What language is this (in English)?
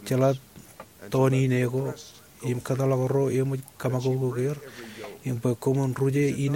Marshallese